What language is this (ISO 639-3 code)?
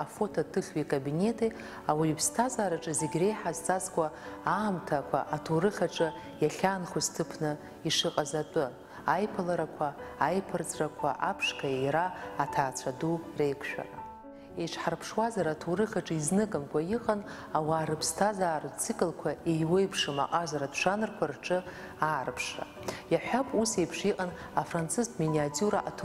abk